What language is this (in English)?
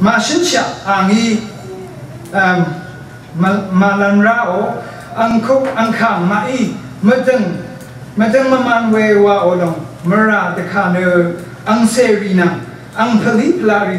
Rawang